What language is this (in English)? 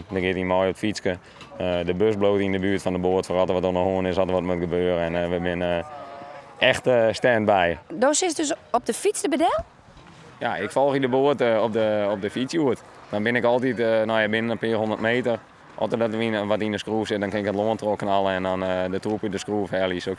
Western Frisian